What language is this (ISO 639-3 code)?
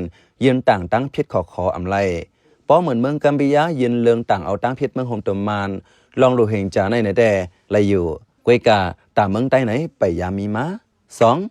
shn